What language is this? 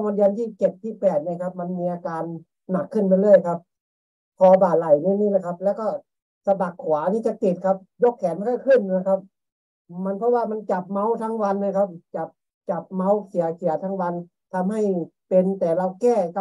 Thai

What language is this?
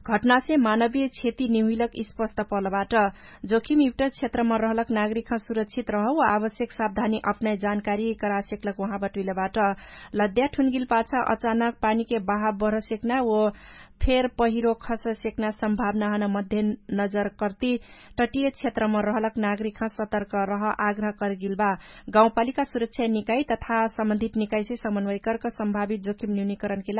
Dangaura Tharu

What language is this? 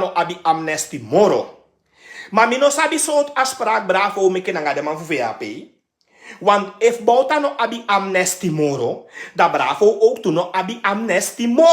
Sranan Tongo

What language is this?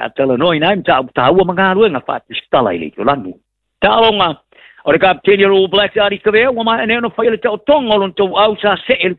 Samoan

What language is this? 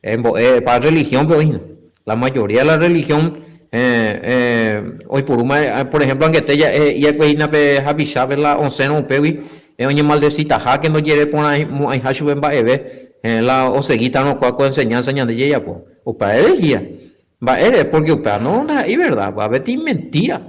Guarani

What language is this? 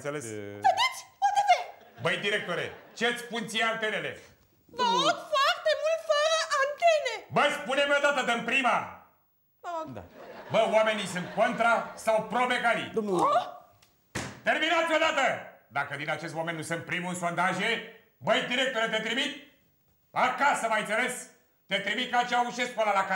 Romanian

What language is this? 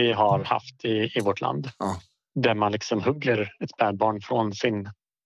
Swedish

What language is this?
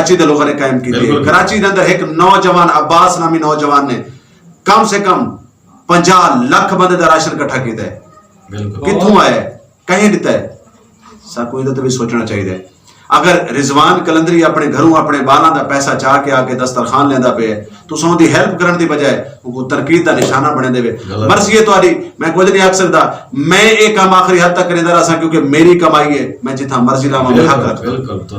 Saraiki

